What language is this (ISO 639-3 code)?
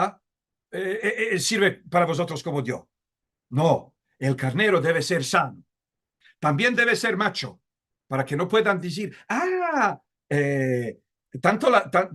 lad